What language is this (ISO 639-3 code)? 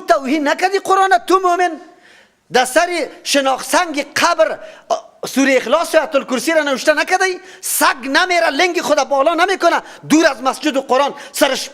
fas